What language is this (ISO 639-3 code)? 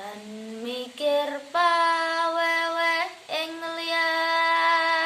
jav